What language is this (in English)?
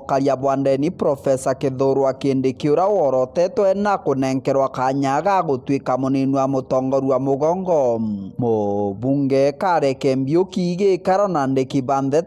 Meru